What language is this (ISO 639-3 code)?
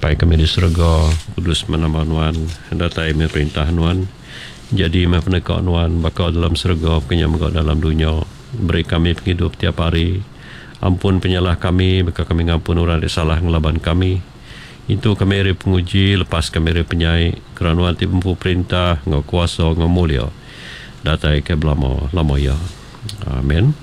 iba